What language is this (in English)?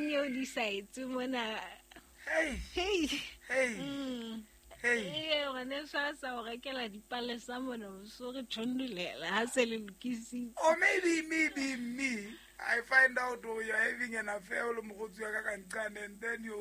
Southern Sotho